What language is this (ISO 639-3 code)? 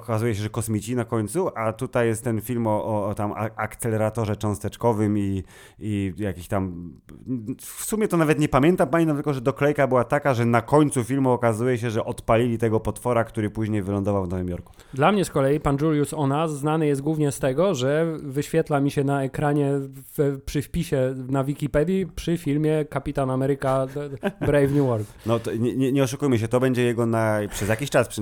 pol